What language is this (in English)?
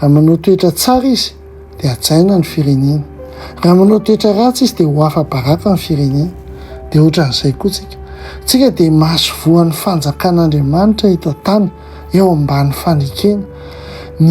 Malagasy